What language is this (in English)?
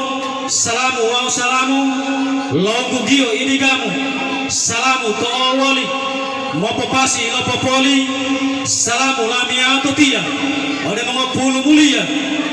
Gorontalo